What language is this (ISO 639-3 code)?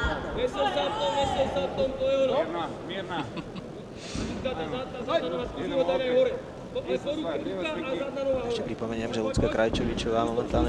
slk